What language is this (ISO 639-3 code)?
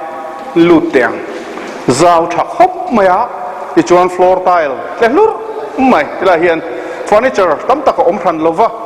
lus